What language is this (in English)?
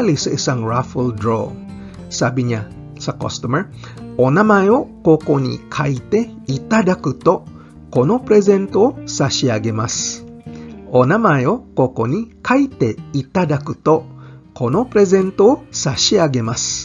Filipino